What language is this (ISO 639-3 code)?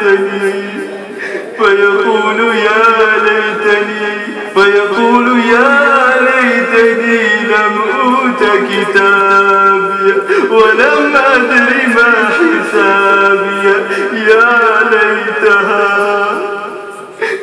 ara